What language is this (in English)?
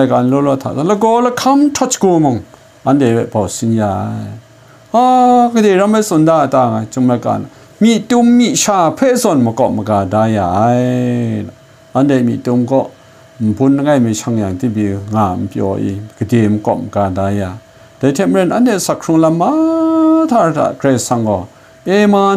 Kachin